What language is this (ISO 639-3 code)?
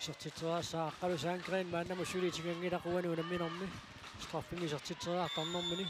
kal